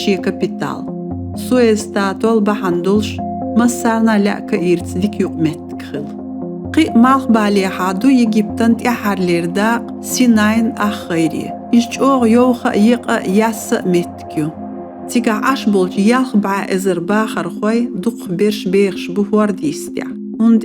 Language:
Chechen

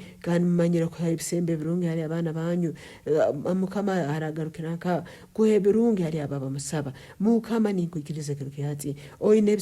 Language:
Nyankole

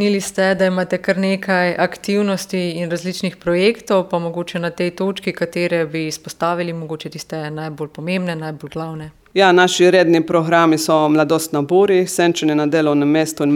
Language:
Slovenian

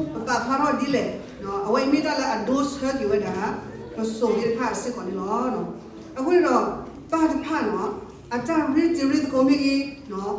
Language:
S'gaw Karen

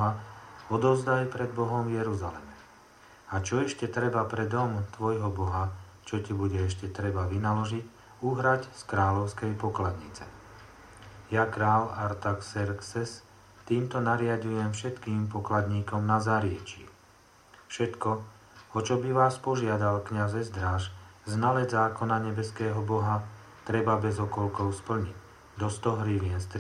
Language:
Slovak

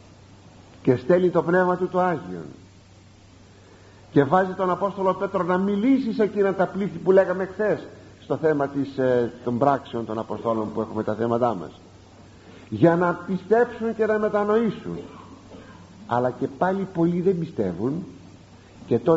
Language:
Greek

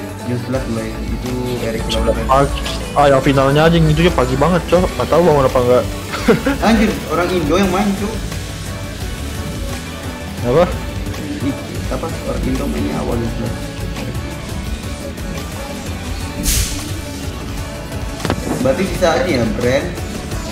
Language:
Indonesian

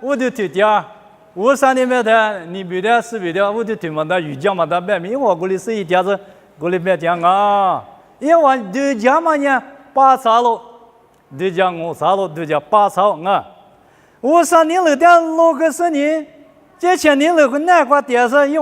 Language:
Lisu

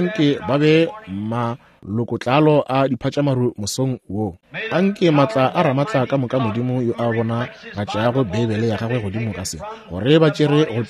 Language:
Northern Sotho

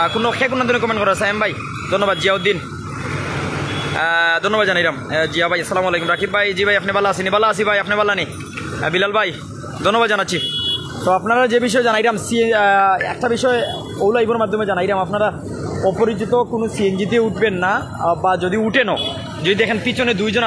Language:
Sylheti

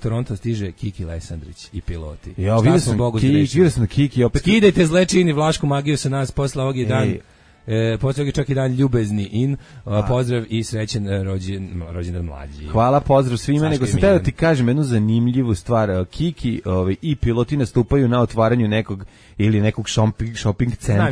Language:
Serbian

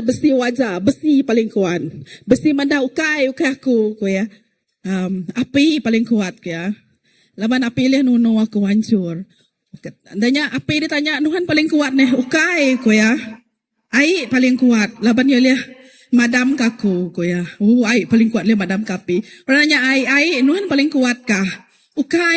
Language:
Iban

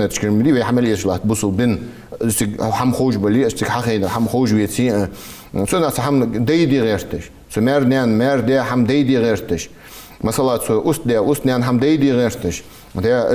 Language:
Ingush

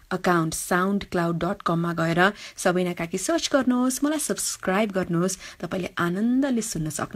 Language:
Nepali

